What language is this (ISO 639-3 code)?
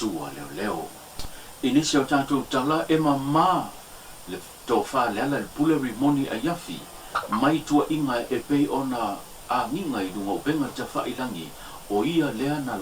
smo